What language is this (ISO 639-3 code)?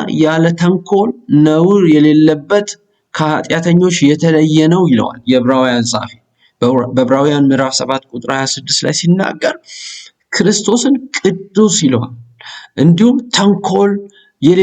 amh